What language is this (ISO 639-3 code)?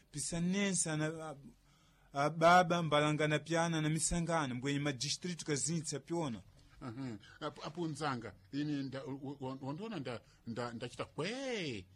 seh